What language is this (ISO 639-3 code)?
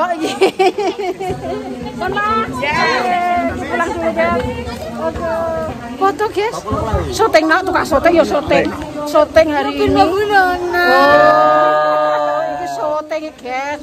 jav